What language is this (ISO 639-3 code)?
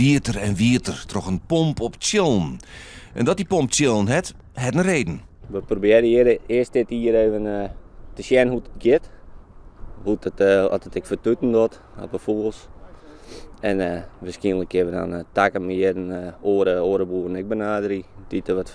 fry